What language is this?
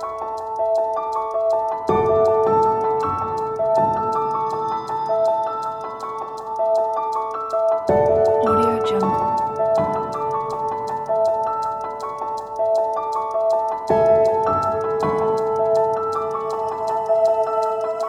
Malay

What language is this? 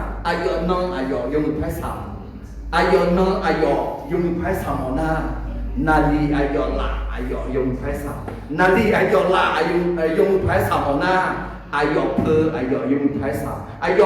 Akha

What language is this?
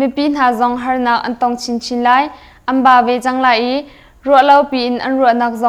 Hakha Chin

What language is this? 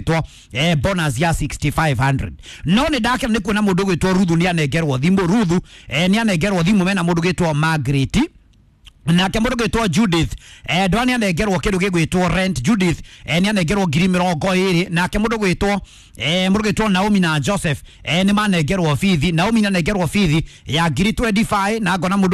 Kikuyu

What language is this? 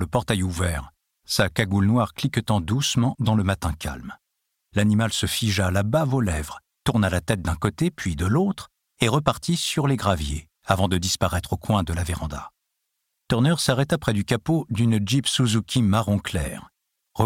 French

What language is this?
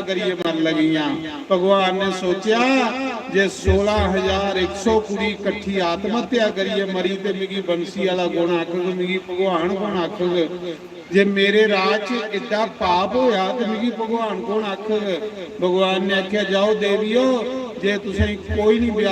Dogri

